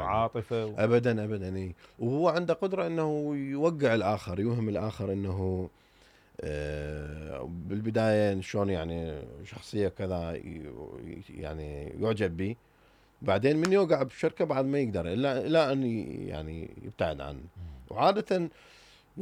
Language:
Mesopotamian Arabic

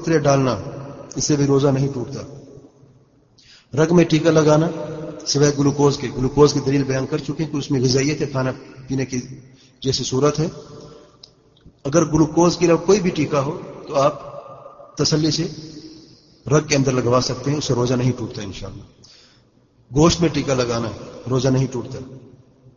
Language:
Urdu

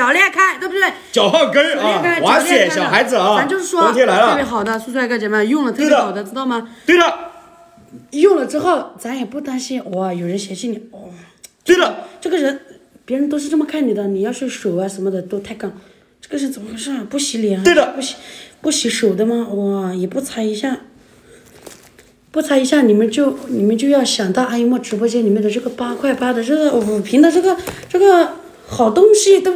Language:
Chinese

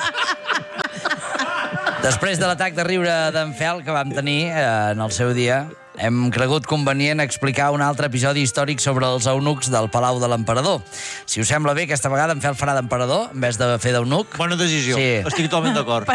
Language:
Catalan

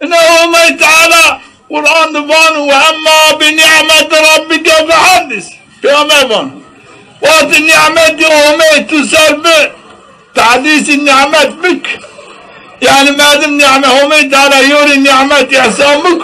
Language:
Zaza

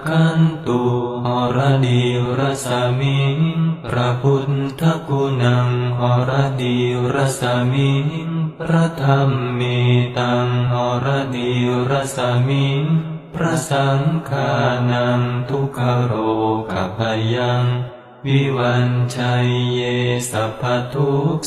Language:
Pali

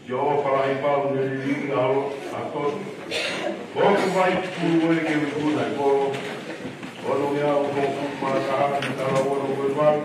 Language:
Tongan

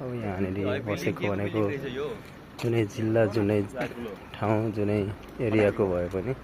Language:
Nepali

